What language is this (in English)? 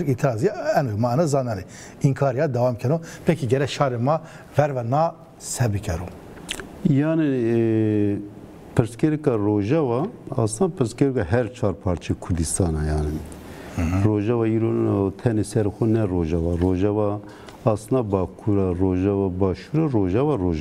Zaza